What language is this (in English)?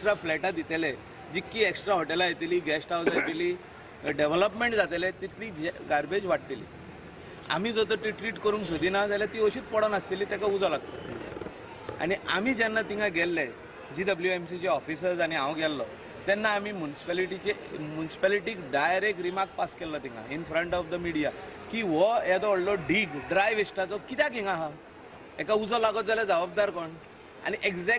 Konkani